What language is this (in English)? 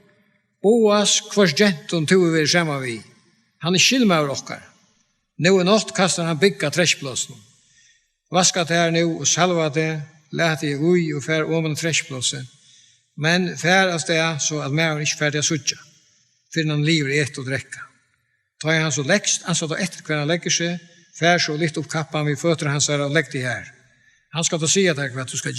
Faroese